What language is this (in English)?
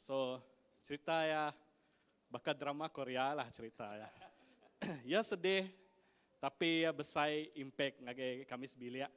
Iban